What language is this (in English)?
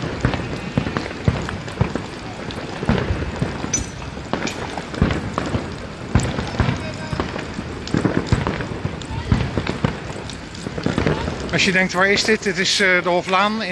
Dutch